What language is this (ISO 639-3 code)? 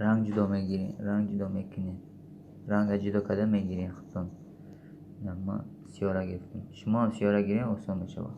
tgk